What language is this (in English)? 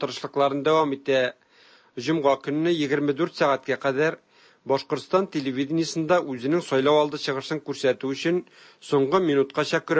Tatar